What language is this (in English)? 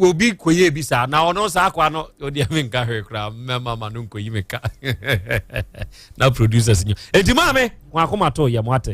Akan